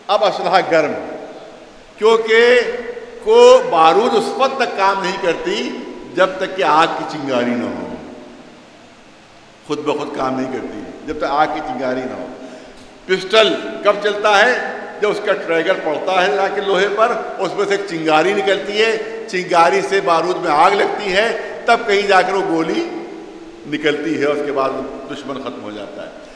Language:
Urdu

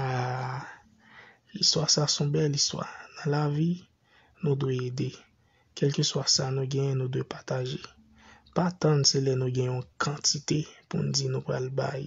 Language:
Haitian Creole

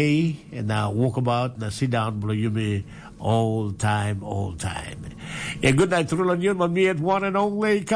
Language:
Tok Pisin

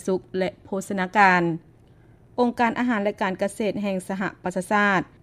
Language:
Lao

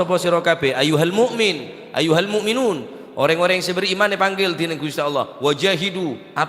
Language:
Madurese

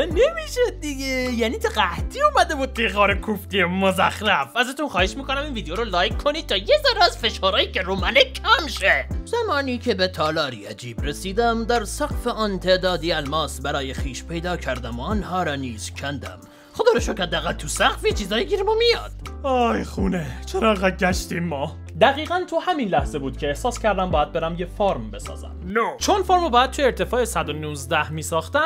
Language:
Persian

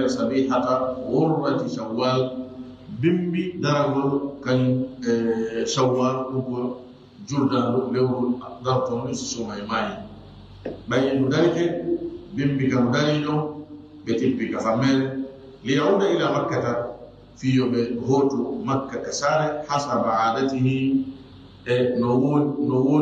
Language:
Fula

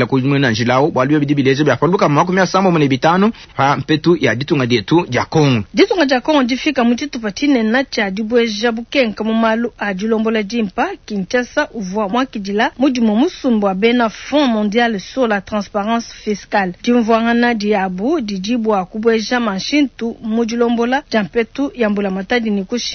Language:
Luba-Lulua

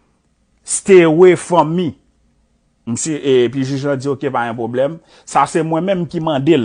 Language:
Haitian Creole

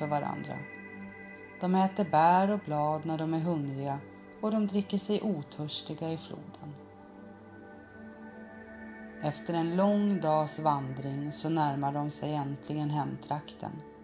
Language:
Swedish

